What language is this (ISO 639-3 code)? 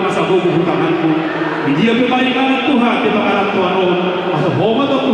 bbc